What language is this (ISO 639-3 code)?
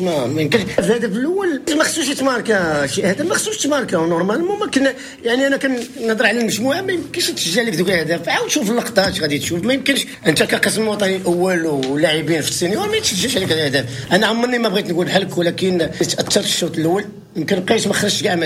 ary